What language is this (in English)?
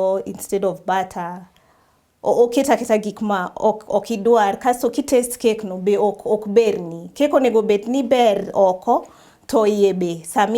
Luo (Kenya and Tanzania)